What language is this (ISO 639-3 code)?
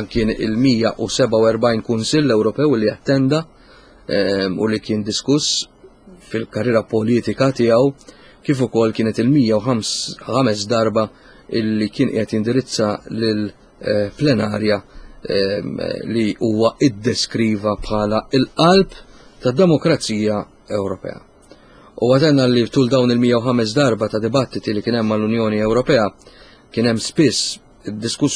mlt